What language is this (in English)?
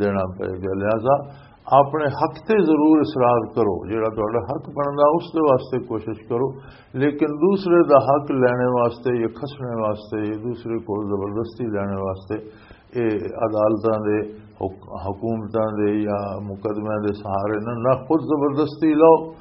Western Panjabi